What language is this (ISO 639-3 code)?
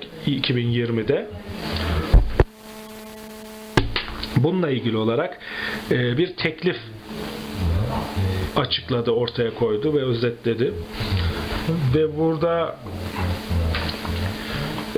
tur